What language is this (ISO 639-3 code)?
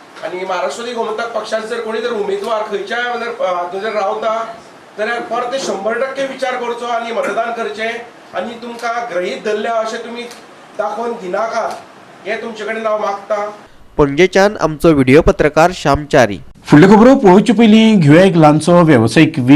kok